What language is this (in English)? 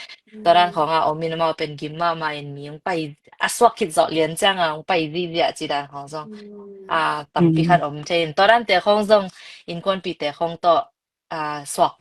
Tedim Chin